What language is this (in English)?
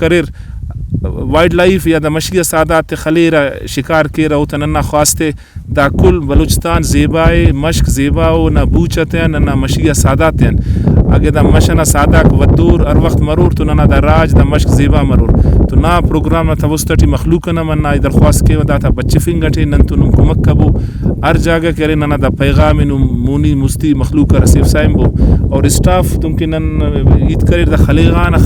Brahui